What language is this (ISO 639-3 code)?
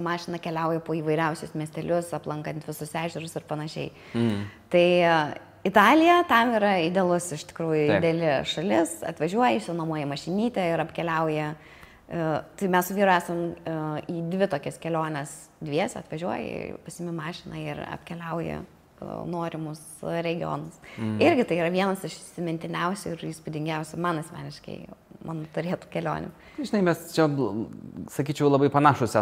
lit